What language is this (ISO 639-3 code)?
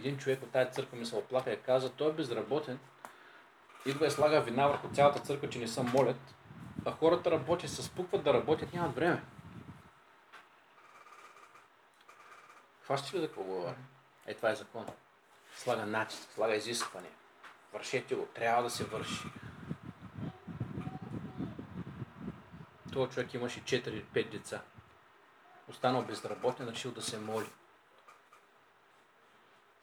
bul